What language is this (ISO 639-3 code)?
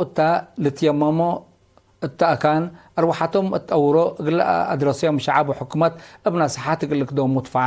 tig